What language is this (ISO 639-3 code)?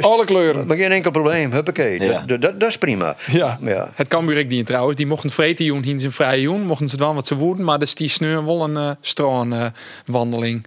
fry